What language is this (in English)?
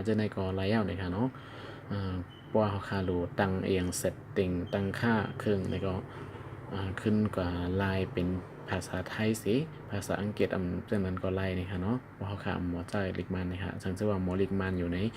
Shan